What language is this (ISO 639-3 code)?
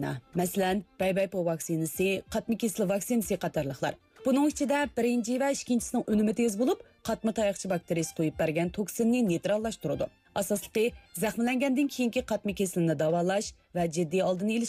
uig